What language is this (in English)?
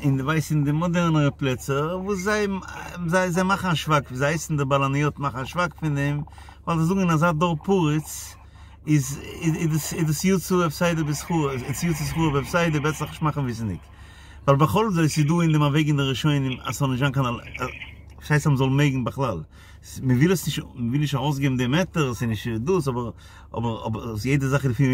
Yiddish